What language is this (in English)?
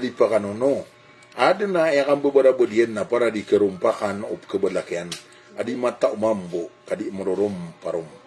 Maranao